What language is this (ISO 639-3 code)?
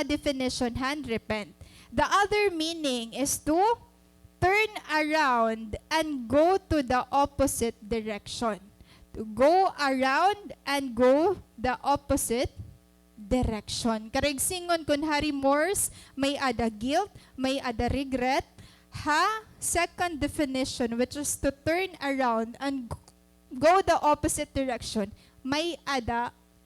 war